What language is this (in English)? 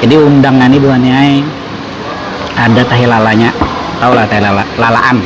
Banjar